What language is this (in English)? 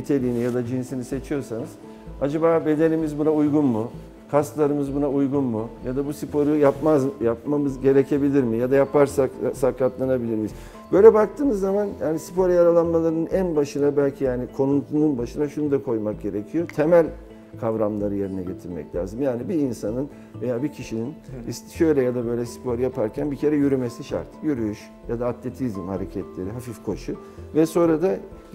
Turkish